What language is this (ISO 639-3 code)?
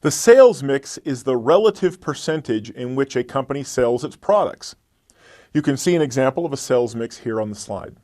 eng